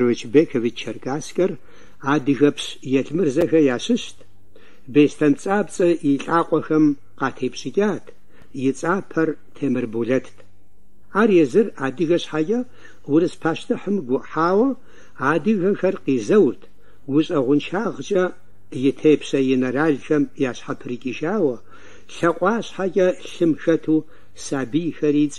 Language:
Kabardian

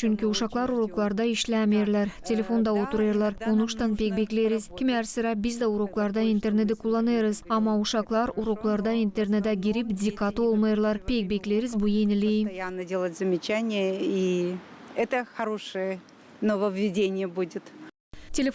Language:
Gagauz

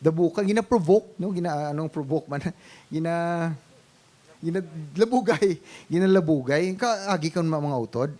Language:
Hiligaynon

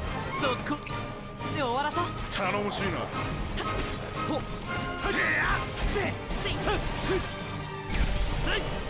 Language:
Japanese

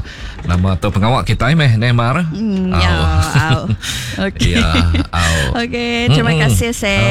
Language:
Iban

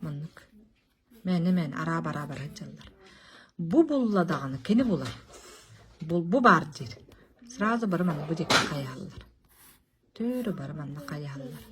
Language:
Yakut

